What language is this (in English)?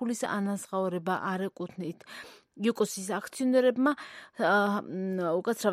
Georgian